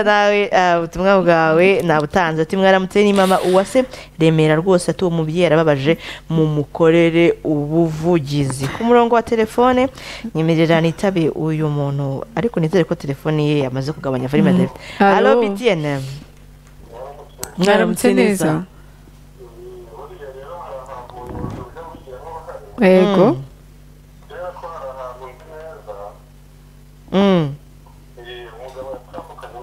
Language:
Kinyarwanda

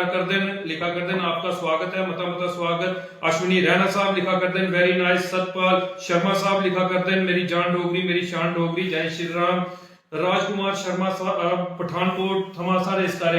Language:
Dogri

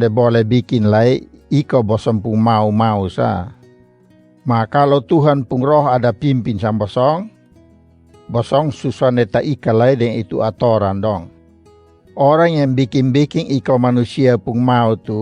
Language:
Kupang Malay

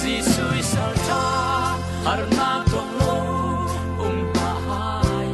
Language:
Falam Chin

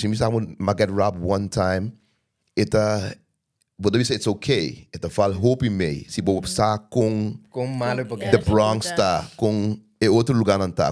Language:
Papiamento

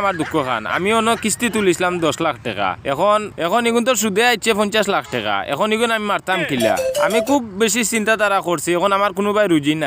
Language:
Sylheti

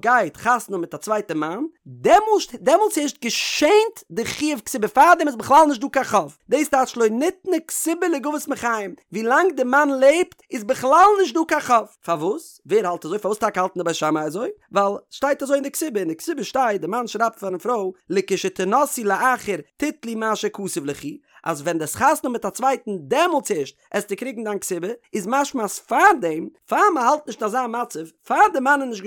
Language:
Yiddish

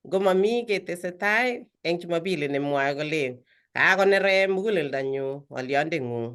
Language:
Kalenjin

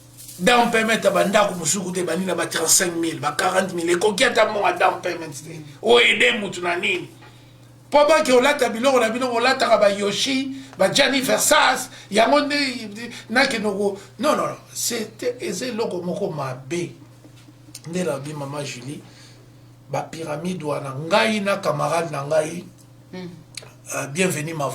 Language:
Lingala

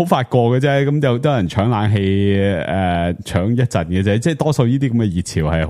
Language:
Cantonese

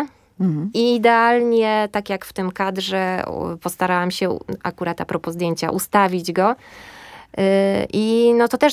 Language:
Polish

